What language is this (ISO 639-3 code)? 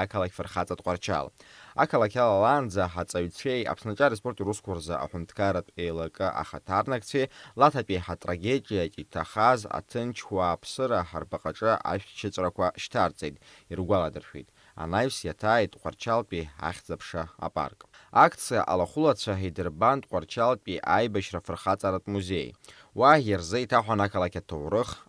abk